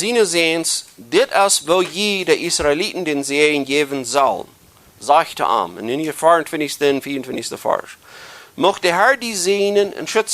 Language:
Plautdietsch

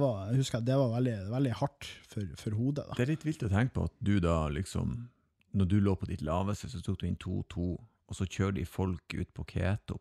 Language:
Norwegian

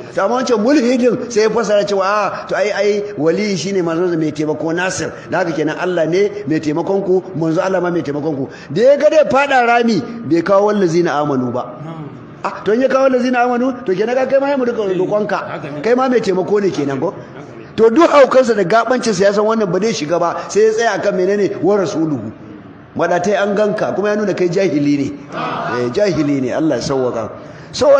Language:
Hausa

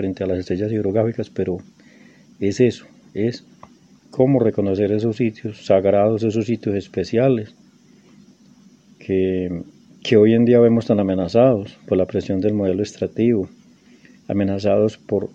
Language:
Spanish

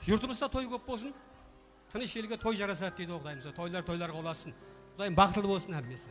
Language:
Kara-Kalpak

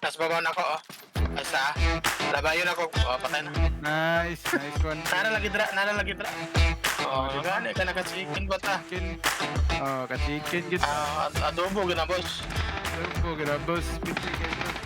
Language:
Cebuano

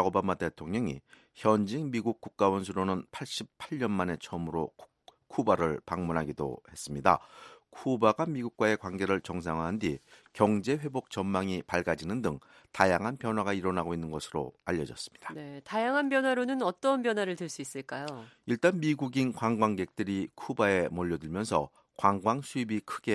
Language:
Korean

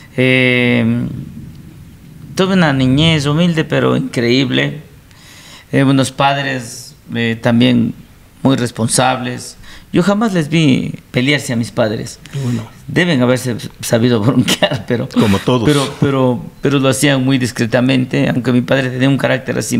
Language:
Spanish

